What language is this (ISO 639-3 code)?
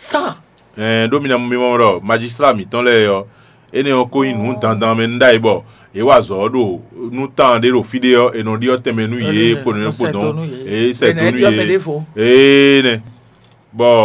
fon